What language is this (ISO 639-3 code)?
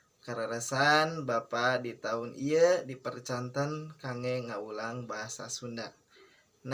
sun